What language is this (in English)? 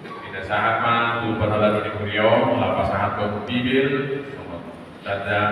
Batak Toba